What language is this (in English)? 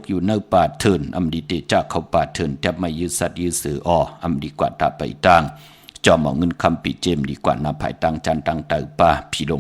Shan